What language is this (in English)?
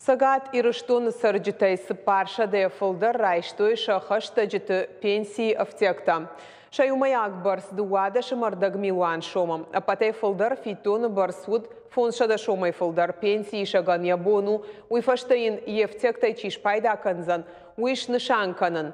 Ossetic